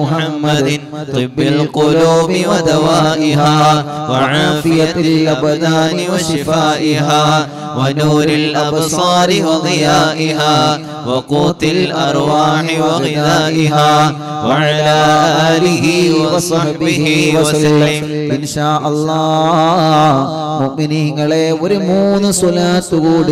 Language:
Malayalam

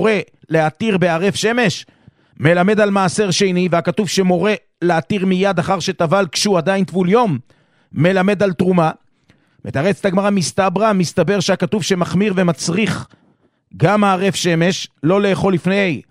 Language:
Hebrew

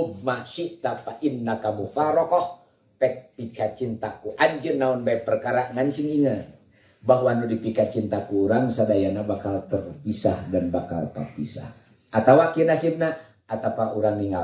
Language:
Sundanese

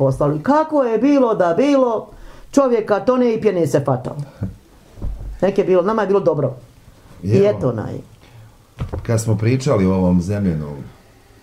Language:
Bosnian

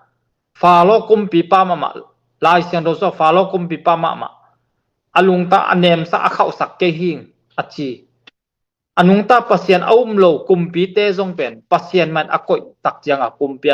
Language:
Tedim Chin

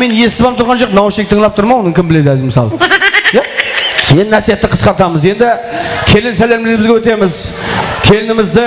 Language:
Kara-Kalpak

